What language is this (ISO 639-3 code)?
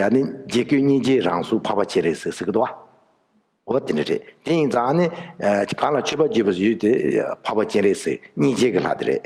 bod